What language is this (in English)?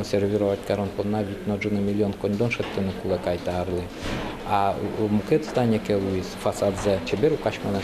Udmurt